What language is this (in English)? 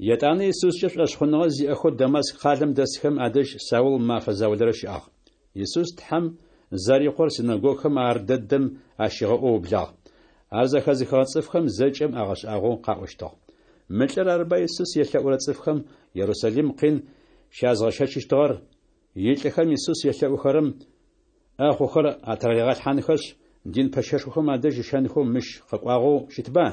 Adyghe